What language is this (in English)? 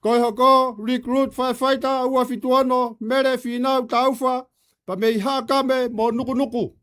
Tongan